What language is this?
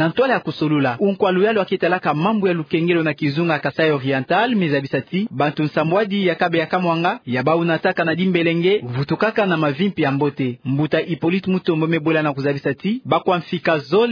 Kituba (Democratic Republic of Congo)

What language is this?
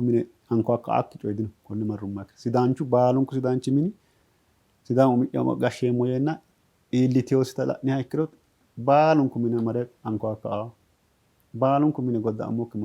Sidamo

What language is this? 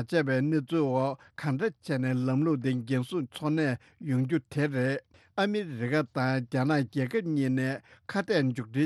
Tibetan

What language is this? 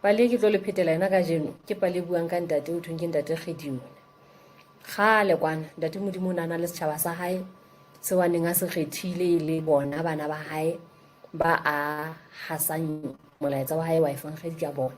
Southern Sotho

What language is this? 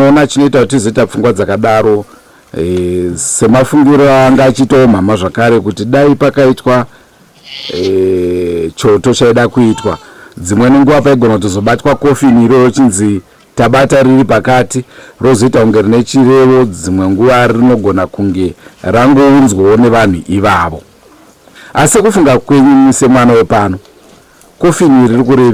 Shona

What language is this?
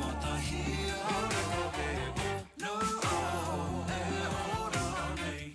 Māori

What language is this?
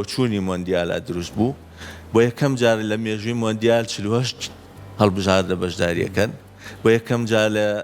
Central Kurdish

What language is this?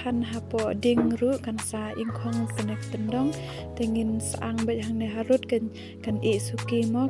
Khasi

